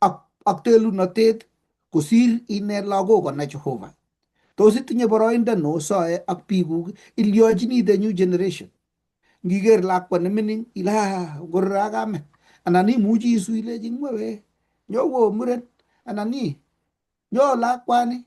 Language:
Kalenjin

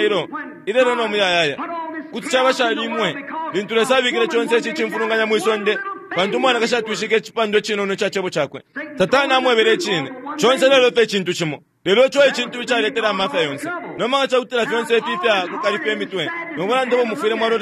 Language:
Bemba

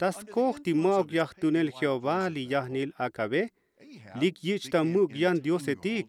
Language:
Tzotzil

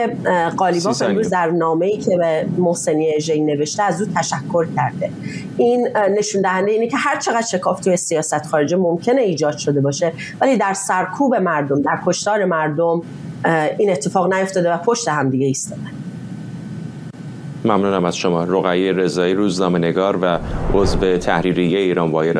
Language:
Persian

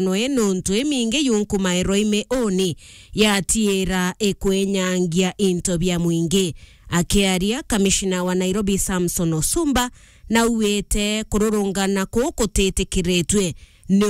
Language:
Meru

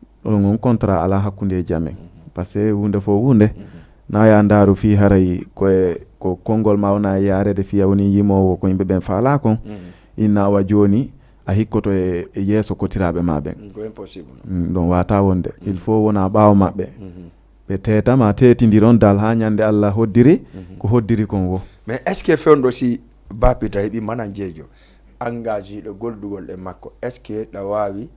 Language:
Fula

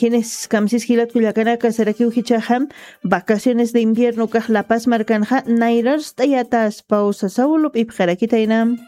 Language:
Aymara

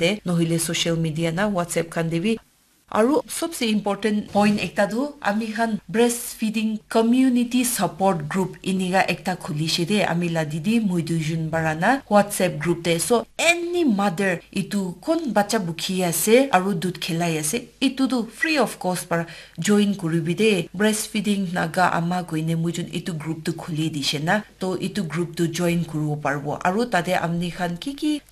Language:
Naga Pidgin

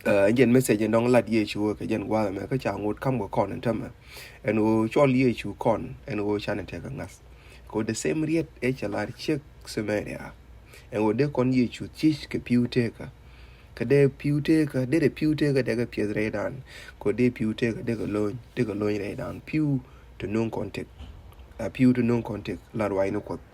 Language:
Nuer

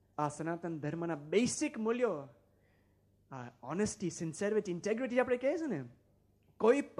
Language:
Gujarati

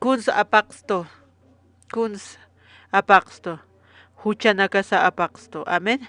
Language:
Aymara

